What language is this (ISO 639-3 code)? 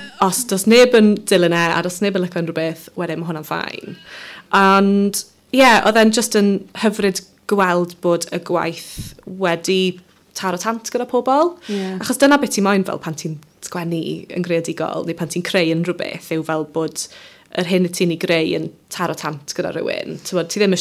cym